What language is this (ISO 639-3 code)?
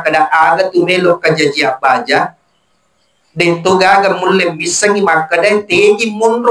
bug